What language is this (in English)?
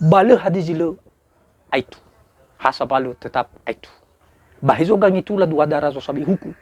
Nias